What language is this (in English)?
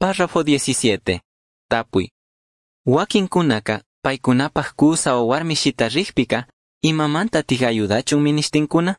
Chimborazo Highland Quichua